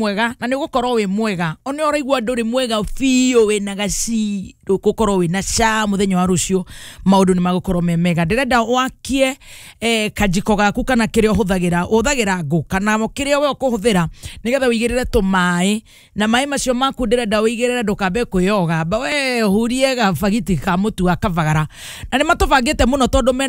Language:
Kikuyu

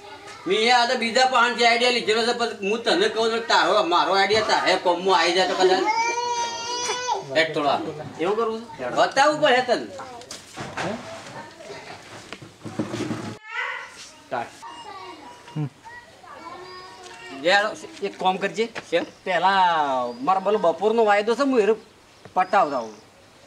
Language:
Gujarati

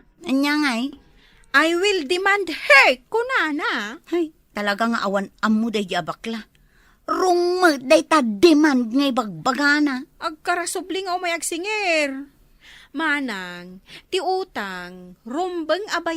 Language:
Iloko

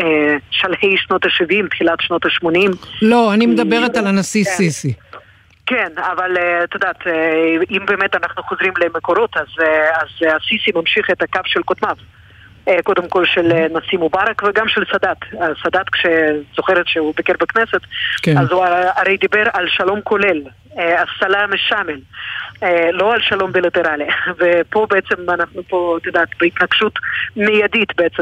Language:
Hebrew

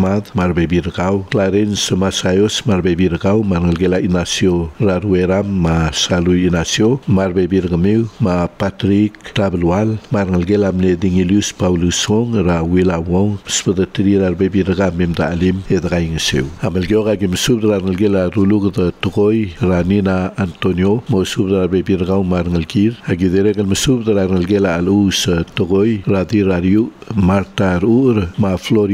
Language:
Palauan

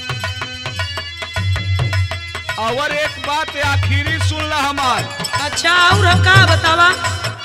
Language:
Bhojpuri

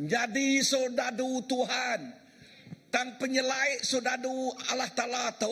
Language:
Iban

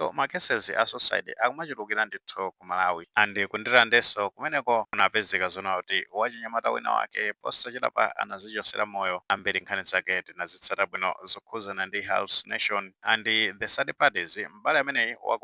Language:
Nyanja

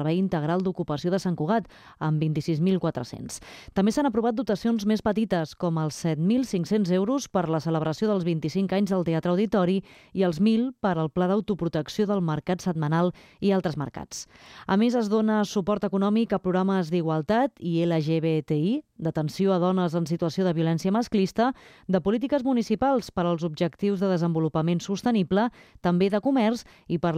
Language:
Catalan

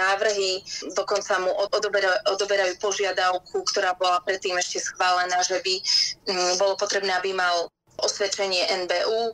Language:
Slovak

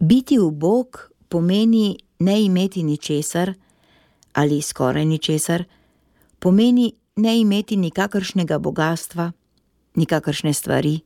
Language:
Slovenian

